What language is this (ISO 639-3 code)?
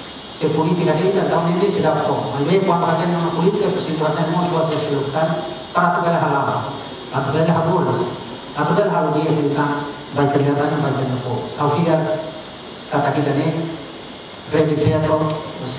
tet